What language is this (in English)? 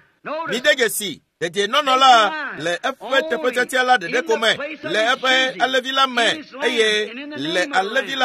Ewe